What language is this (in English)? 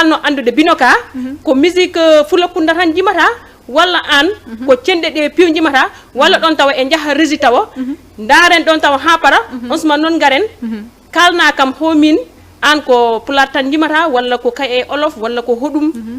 Fula